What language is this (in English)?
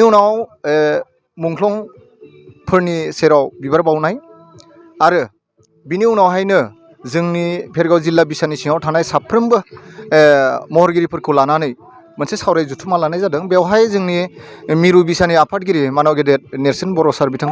Bodo